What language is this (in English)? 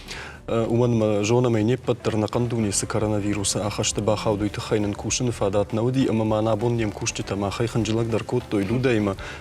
Ossetic